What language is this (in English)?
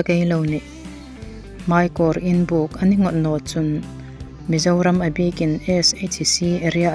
Hmar